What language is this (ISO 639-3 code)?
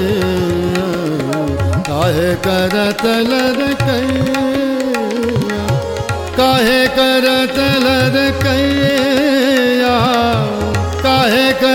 bho